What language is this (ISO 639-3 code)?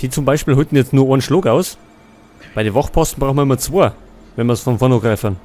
bar